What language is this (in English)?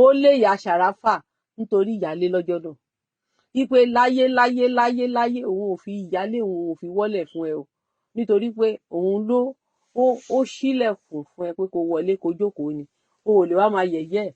Yoruba